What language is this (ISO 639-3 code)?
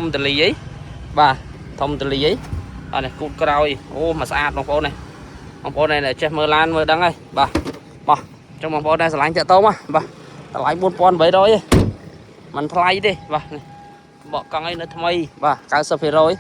khm